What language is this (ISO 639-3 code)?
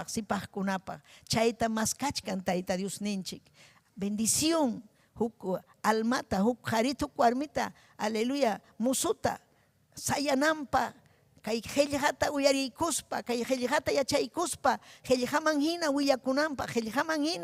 quy